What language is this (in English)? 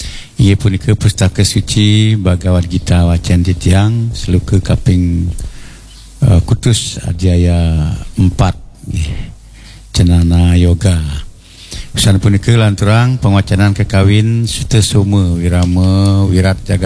Balinese